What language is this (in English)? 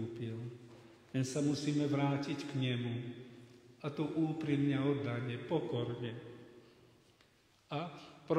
Slovak